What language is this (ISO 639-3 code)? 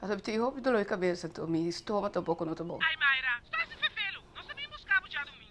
pap